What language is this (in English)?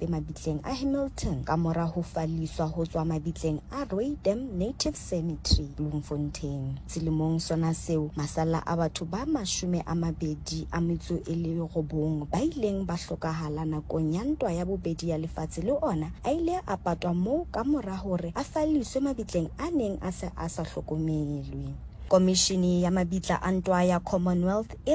Southern Sotho